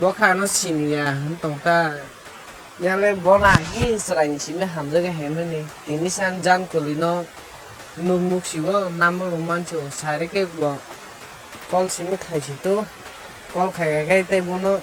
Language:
Kok Borok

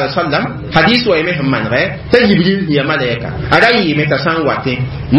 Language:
Mossi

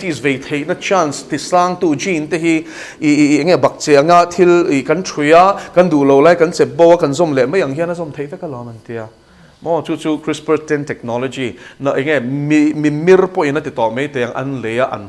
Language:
Mizo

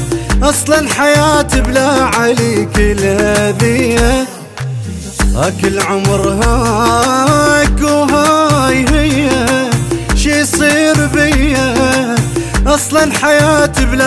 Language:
Arabic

